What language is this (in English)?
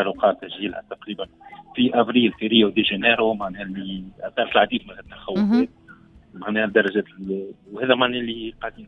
Tunisian Arabic